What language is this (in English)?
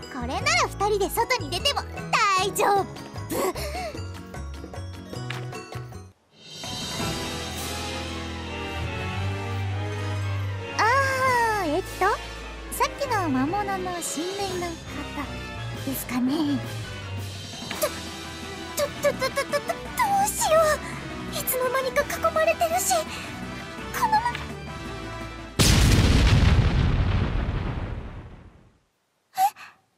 Japanese